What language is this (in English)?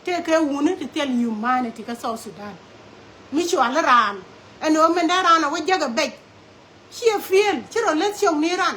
Nuer